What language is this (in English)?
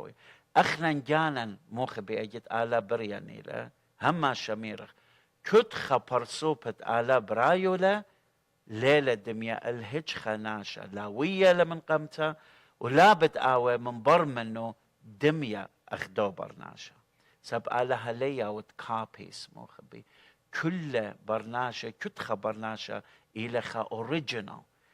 Assyrian Neo-Aramaic